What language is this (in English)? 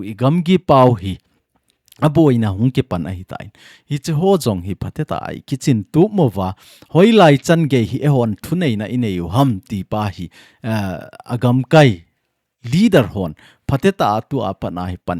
Thado Chin